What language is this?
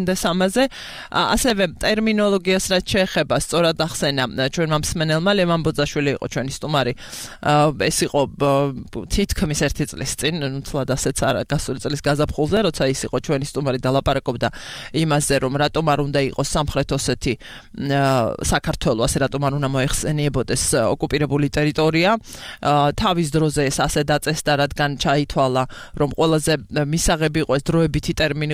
Georgian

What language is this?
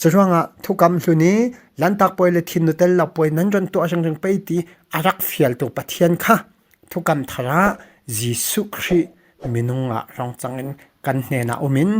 Falam Chin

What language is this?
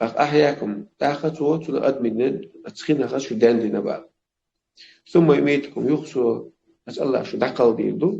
Chechen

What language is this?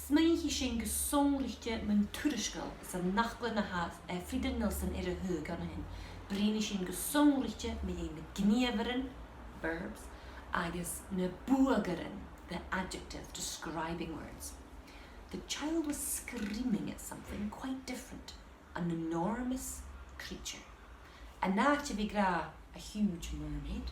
Scottish Gaelic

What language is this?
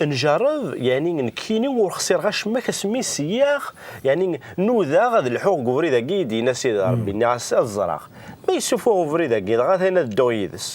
Kabyle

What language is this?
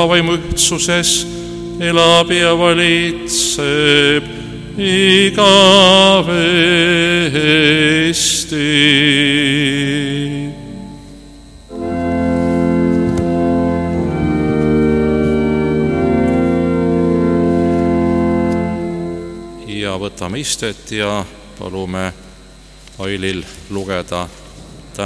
Estonian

